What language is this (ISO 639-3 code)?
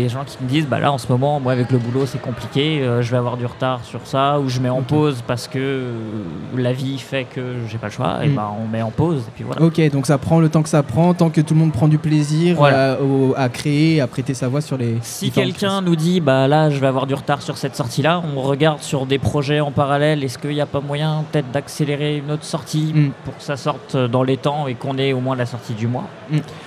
fra